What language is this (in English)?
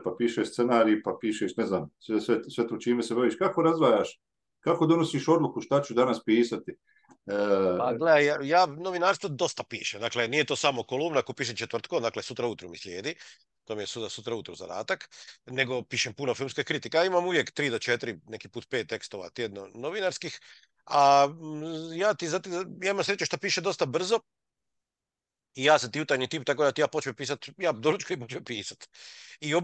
Croatian